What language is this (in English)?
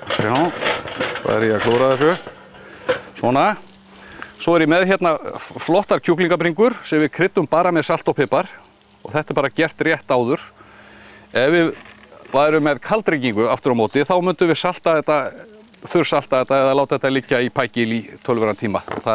Icelandic